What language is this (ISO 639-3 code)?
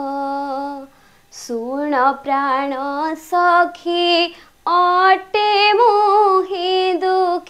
ori